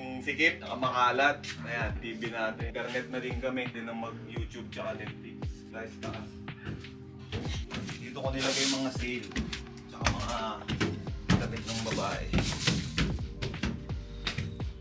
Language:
Filipino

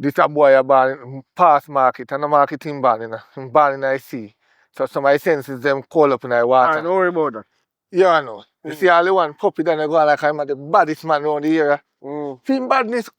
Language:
Jamaican Creole English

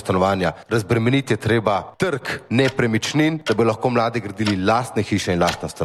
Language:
Slovenian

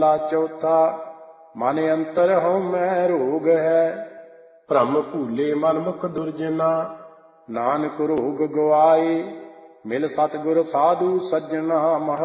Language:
Punjabi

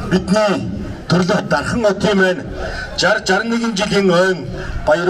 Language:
Mongolian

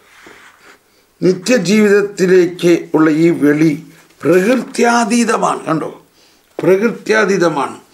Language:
Malayalam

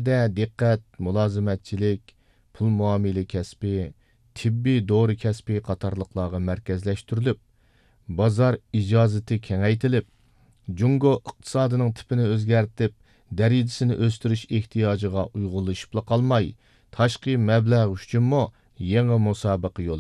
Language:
Uyghur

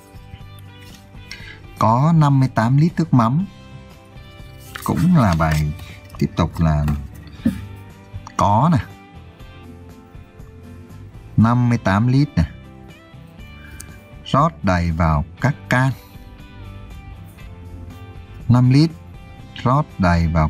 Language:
Vietnamese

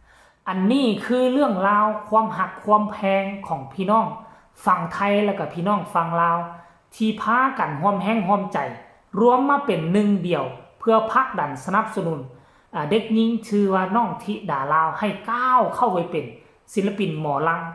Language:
Northeastern Thai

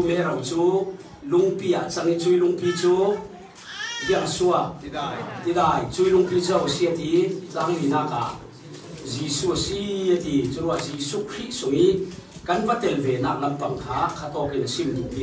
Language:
Falam Chin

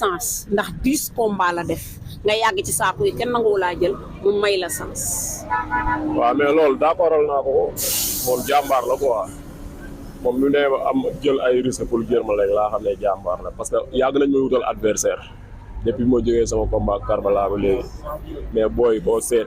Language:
Wolof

